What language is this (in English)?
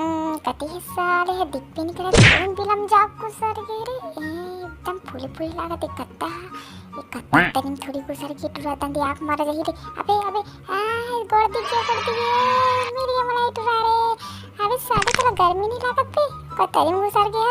Chhattisgarhi